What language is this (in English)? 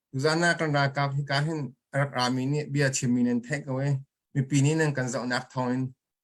Hakha Chin